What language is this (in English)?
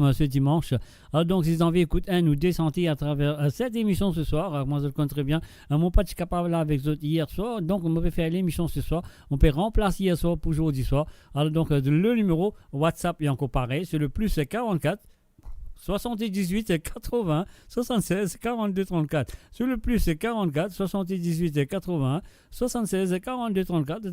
Morisyen